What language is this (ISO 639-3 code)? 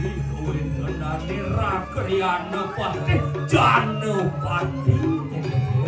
ban